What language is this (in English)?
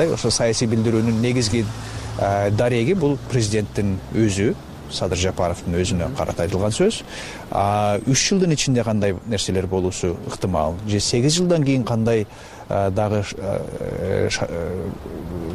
Kyrgyz